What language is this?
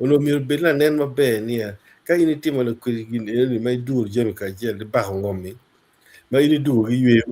Acoli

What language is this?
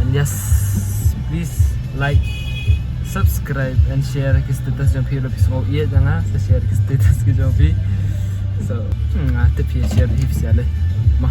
Khasi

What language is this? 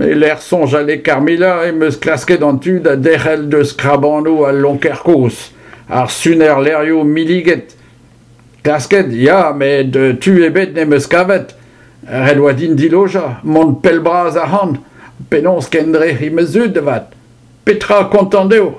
Breton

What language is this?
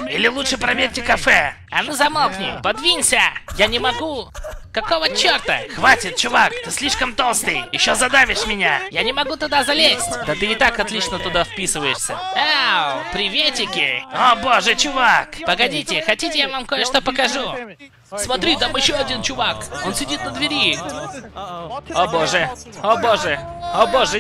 Russian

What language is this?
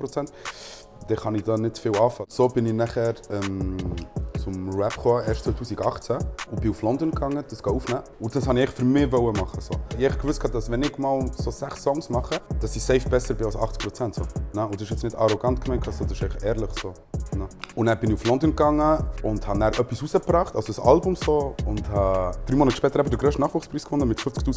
Swiss German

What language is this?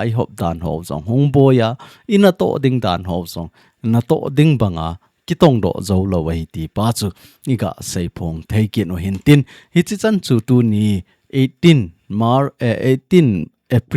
Thado Chin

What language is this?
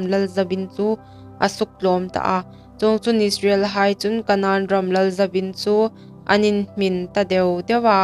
Hmar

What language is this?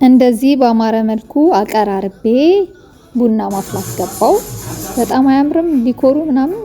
Amharic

